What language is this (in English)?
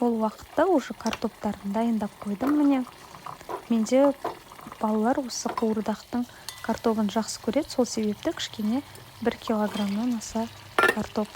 Kazakh